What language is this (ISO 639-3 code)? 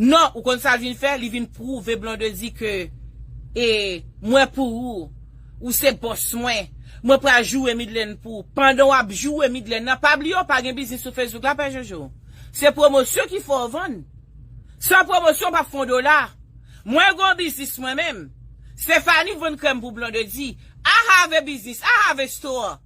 hat